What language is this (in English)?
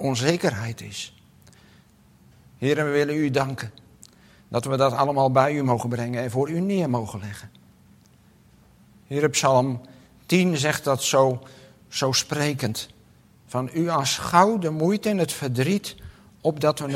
Dutch